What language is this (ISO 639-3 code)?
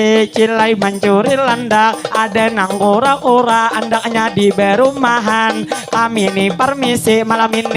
bjn